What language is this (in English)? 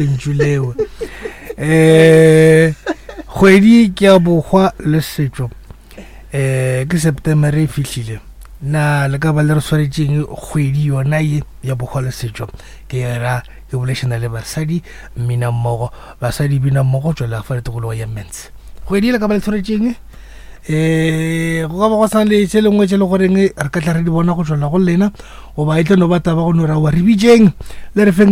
Northern Sotho